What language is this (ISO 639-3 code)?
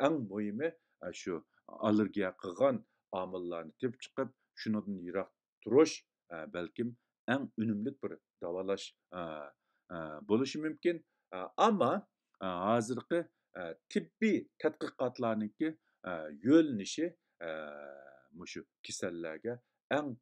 uig